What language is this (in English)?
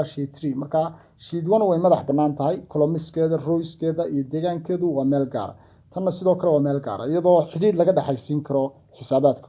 Somali